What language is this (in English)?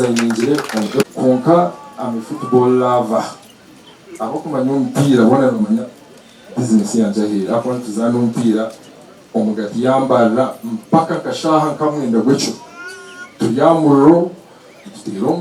Nyankole